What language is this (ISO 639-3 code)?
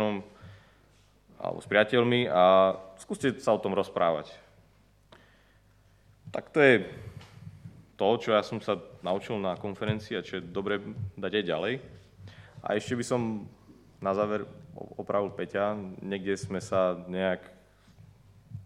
slk